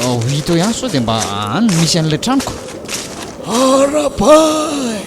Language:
Malagasy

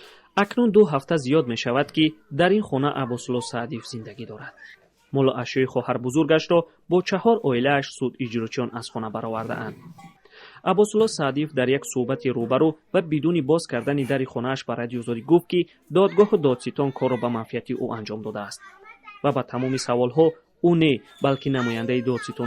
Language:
Tajik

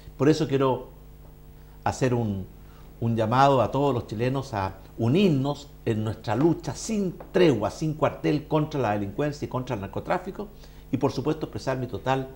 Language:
Spanish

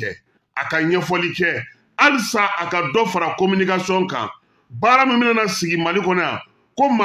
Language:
Bambara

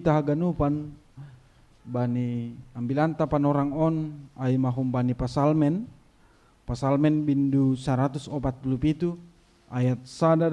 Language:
Batak Simalungun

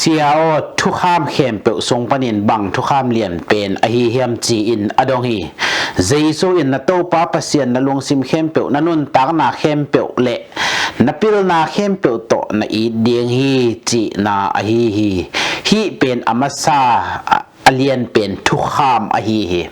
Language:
Tedim Chin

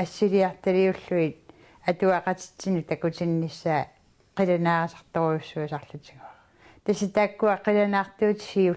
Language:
Kalaallisut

